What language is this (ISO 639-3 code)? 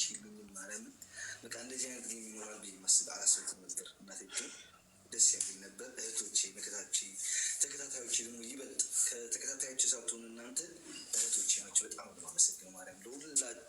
amh